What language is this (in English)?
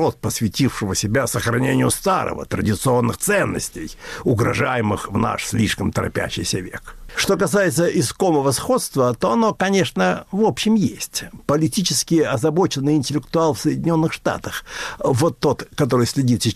Russian